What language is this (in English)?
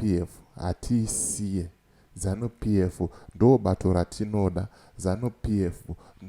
Shona